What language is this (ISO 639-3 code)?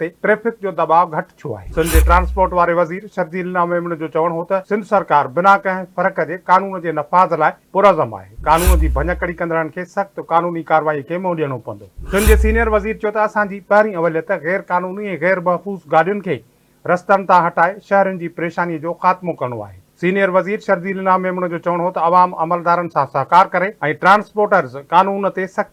snd